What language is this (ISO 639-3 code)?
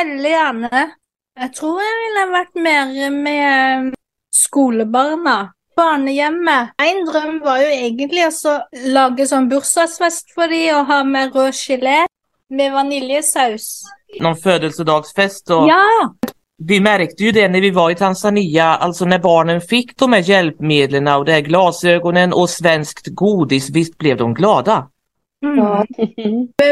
swe